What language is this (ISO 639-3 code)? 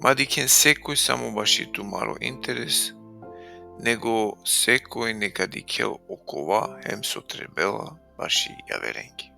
rmn